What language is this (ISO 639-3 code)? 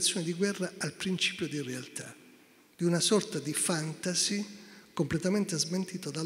ita